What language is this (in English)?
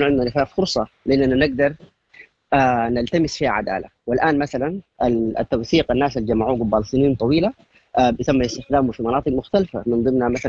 Sudanese Arabic